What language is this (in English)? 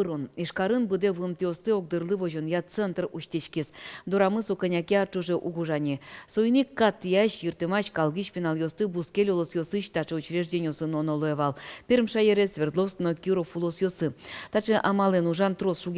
Udmurt